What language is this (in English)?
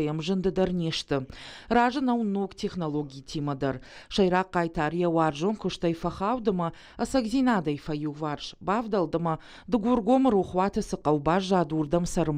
Ossetic